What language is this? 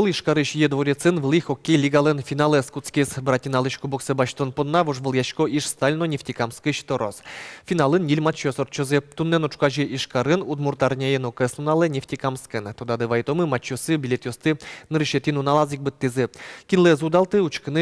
Udmurt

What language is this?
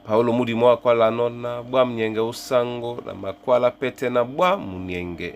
Duala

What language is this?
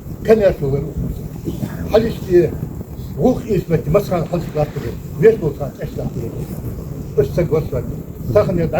Ingush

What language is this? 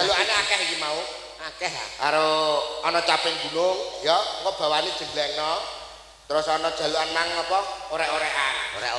Javanese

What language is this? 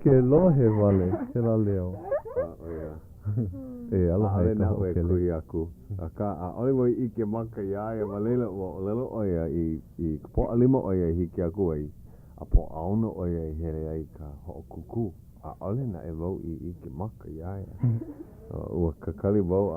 Hawaiian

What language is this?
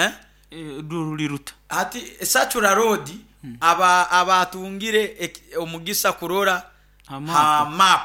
Nyoro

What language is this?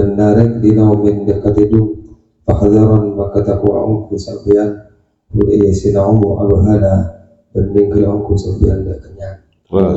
Madurese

